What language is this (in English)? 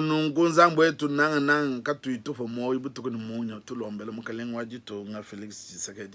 Luba-Lulua